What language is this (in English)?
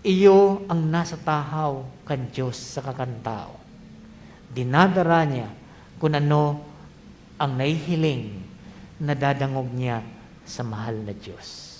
Bikol